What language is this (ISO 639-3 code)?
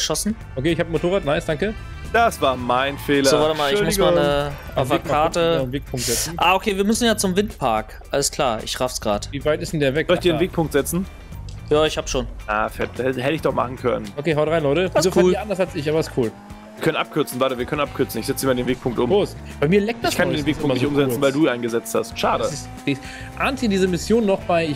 deu